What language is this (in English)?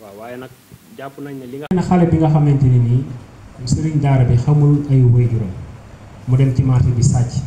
Wolof